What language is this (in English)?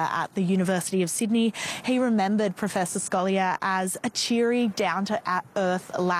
English